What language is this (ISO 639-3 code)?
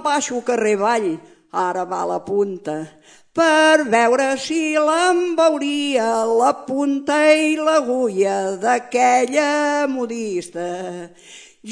cat